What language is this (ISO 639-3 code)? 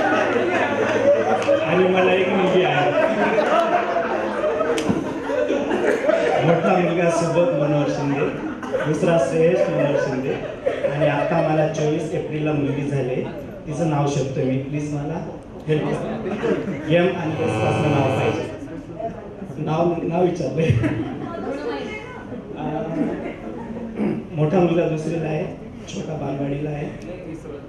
mar